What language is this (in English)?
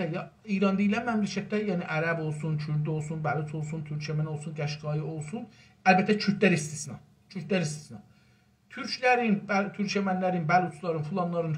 South Azerbaijani